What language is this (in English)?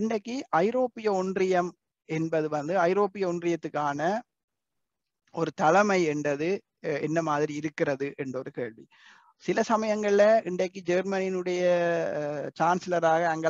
Tamil